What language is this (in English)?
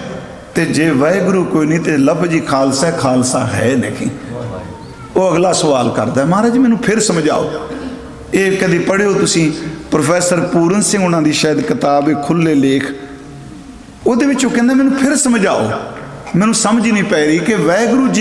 Punjabi